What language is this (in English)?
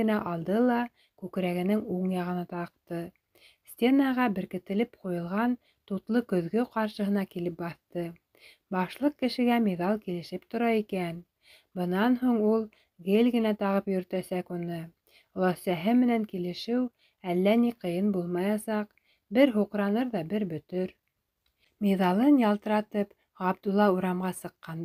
Bashkir